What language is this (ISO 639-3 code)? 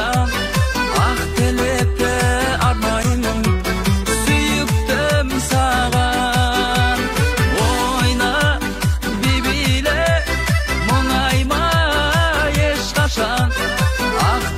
kaz